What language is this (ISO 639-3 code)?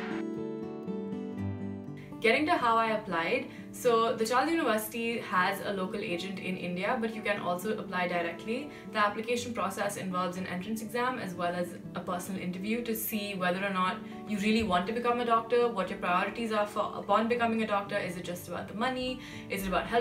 eng